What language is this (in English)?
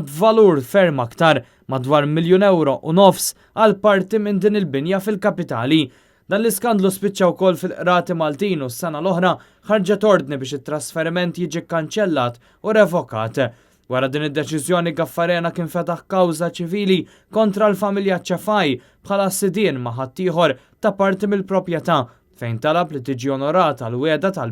Maltese